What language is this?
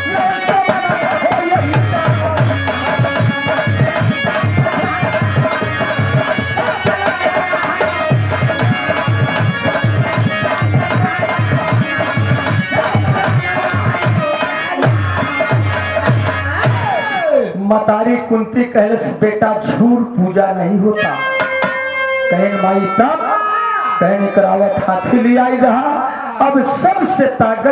Bhojpuri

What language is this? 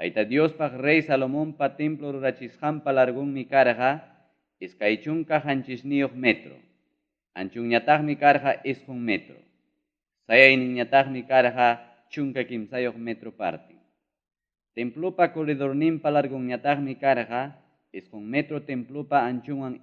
Ayacucho Quechua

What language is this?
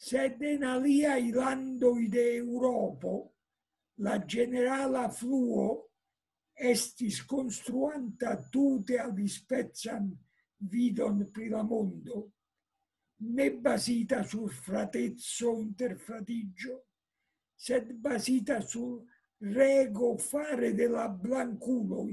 Esperanto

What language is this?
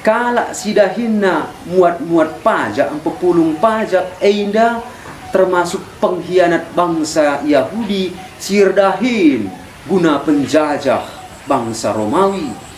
Batak Karo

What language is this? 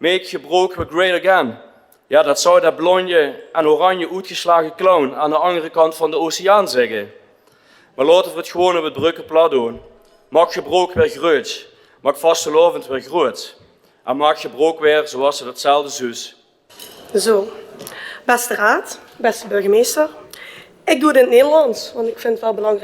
Limburgish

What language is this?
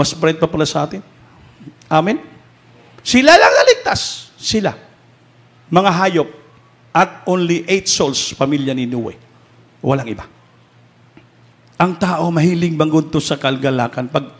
Filipino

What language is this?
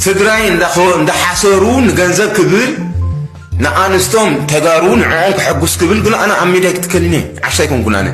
Tigrinya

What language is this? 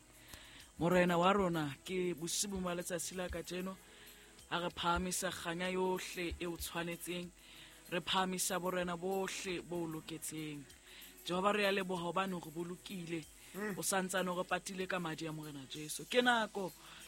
Southern Sotho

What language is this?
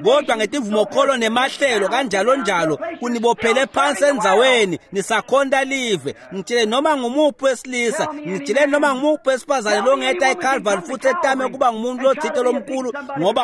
Swati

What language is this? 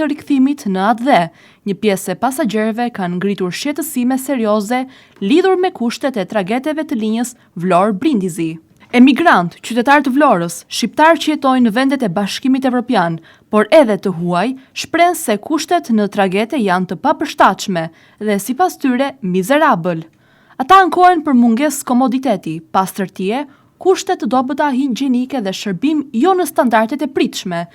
Albanian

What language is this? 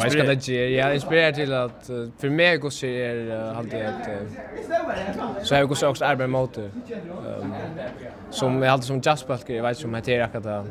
Faroese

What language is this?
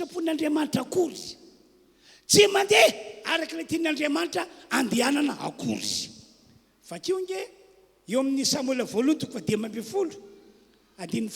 Malagasy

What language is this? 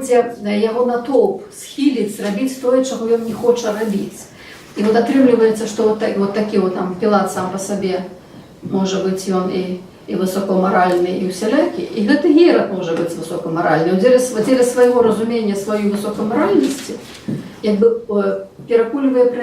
Belarusian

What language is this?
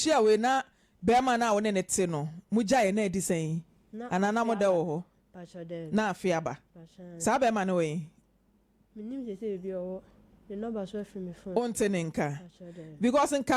Akan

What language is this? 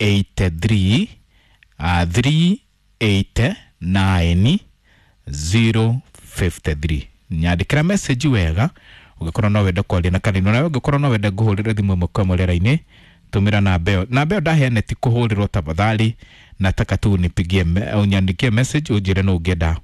Kikuyu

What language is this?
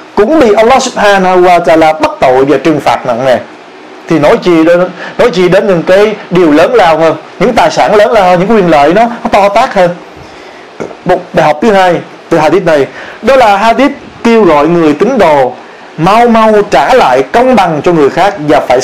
Vietnamese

